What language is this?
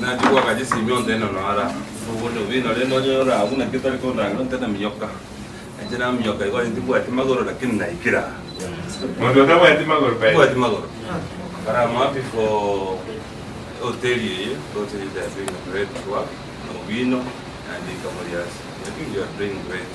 Gusii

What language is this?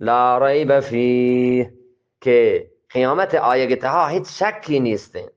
Eastern Balochi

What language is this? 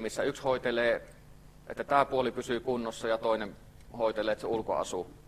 Finnish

